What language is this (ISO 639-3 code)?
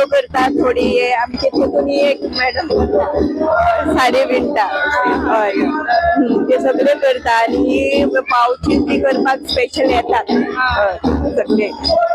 kok